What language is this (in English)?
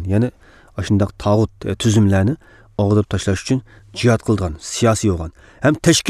Uyghur